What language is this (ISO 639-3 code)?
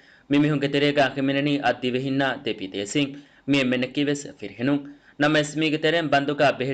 div